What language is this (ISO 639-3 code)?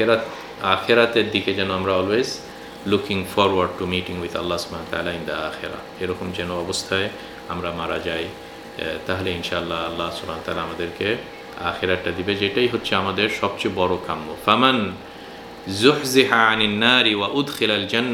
ben